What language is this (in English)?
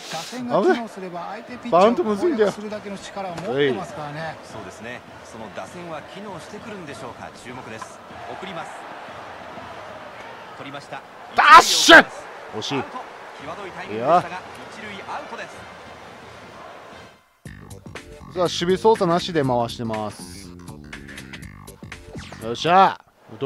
Japanese